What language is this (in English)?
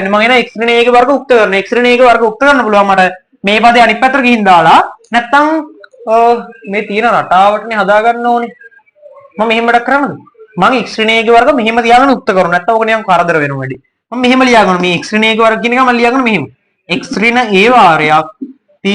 Sinhala